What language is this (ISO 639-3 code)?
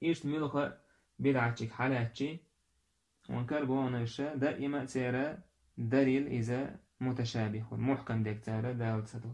che